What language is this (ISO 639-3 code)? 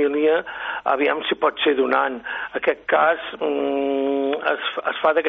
cat